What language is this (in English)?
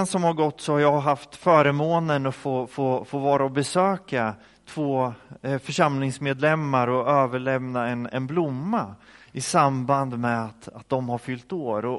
Swedish